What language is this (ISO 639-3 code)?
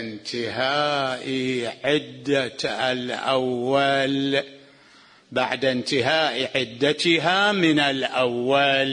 acm